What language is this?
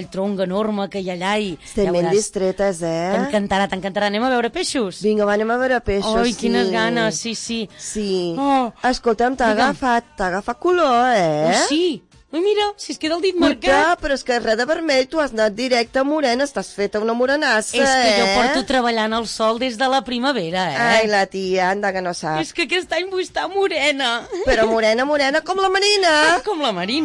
Catalan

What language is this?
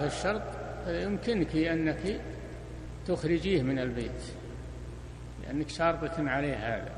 Arabic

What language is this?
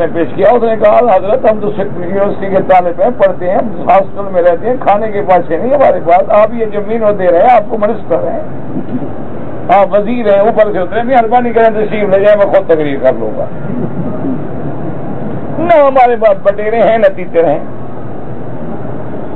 Urdu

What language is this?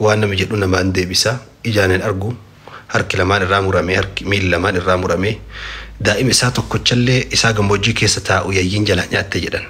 Oromo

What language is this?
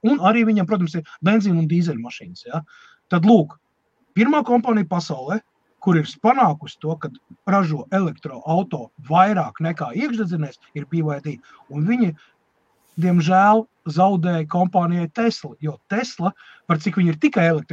Latvian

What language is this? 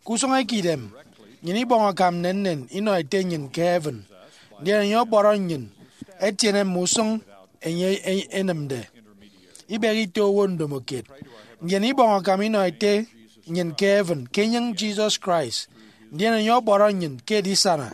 Efik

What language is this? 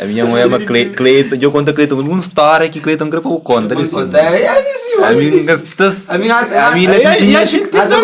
Kabuverdianu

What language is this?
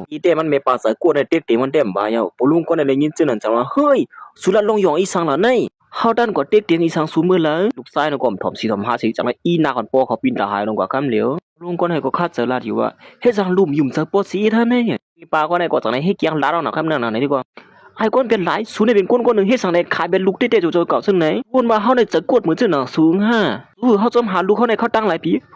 Shan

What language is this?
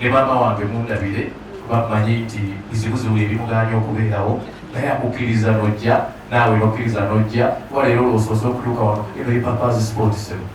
Ganda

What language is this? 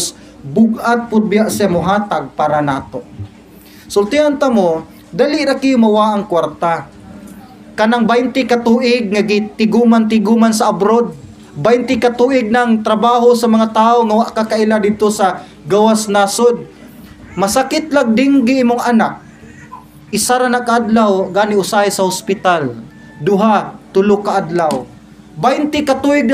Cebuano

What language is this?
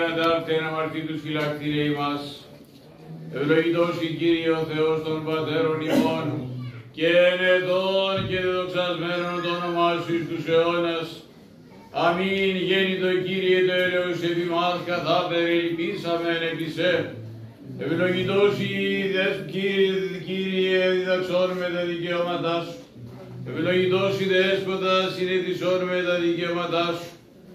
Greek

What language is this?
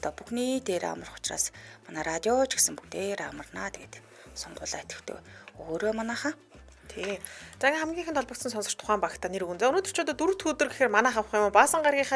Mongolian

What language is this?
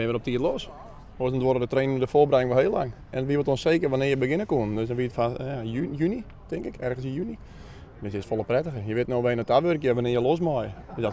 Western Frisian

